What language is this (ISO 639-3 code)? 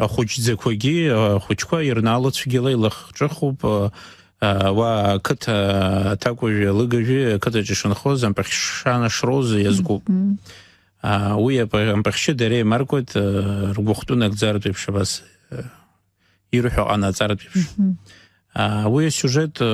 abk